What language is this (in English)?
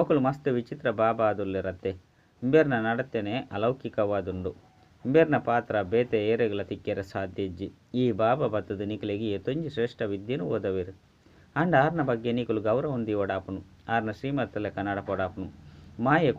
Tulu